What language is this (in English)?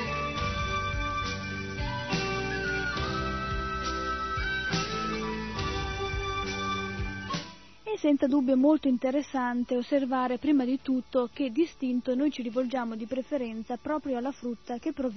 Italian